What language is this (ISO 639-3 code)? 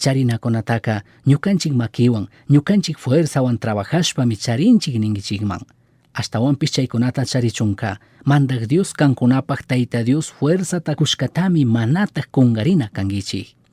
qug